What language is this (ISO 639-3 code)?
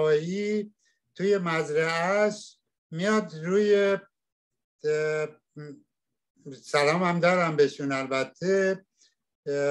fas